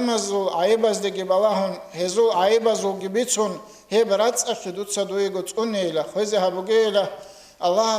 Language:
Avaric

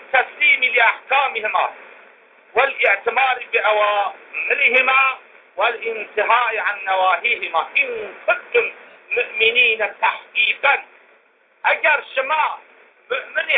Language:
Zaza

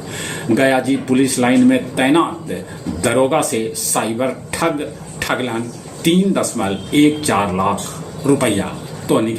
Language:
Magahi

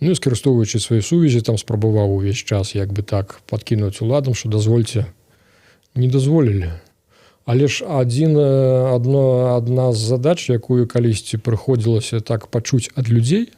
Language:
Belarusian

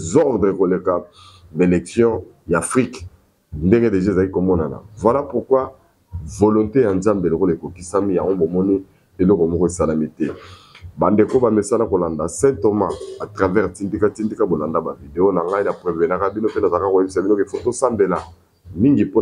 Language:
Lingala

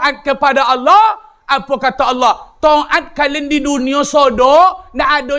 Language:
Minangkabau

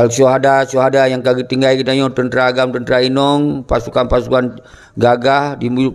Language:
Achinese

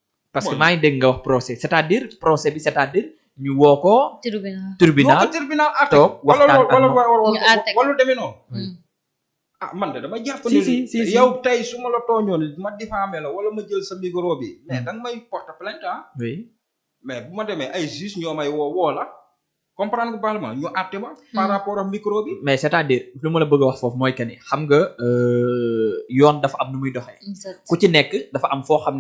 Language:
Wolof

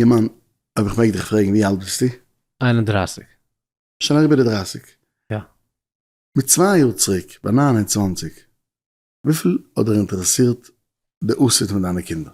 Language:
Yiddish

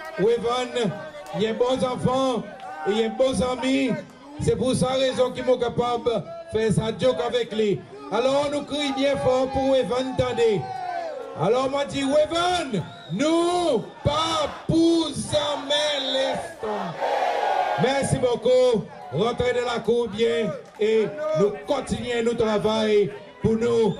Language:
Seselwa Creole French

